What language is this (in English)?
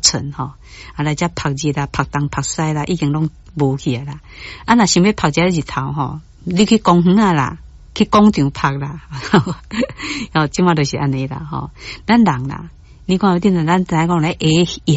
Min Nan Chinese